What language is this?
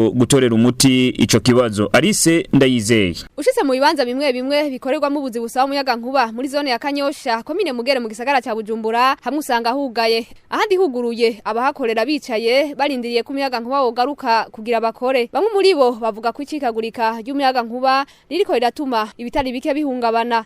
Rundi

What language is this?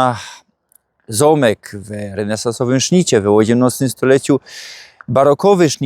Silesian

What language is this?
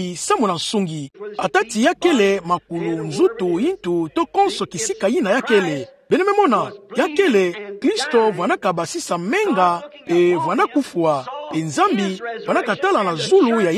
Kituba (Democratic Republic of Congo)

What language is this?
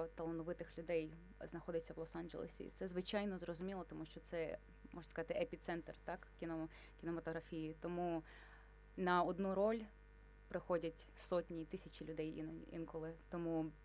Ukrainian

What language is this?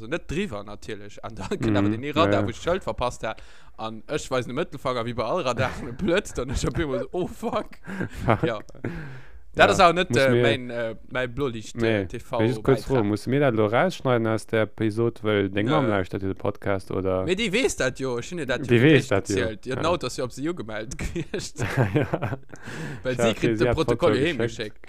Luxembourgish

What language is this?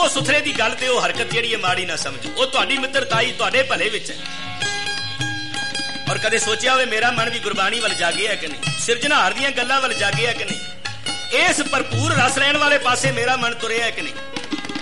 Punjabi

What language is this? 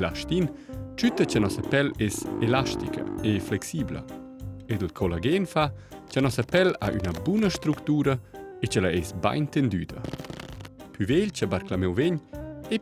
Romansh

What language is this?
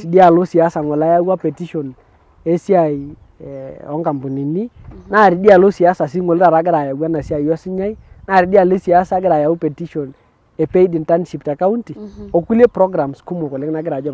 Masai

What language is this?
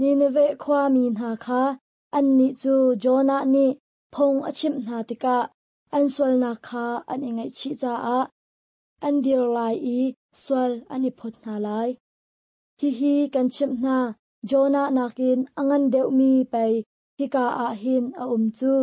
Hakha Chin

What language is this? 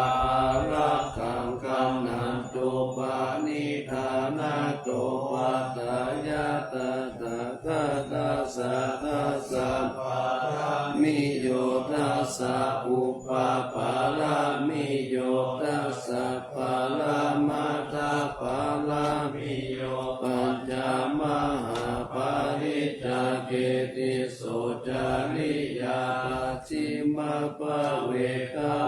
Pali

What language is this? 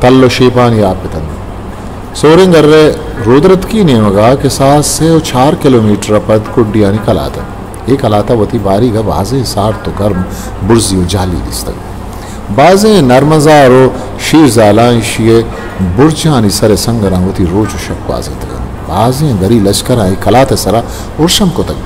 Eastern Balochi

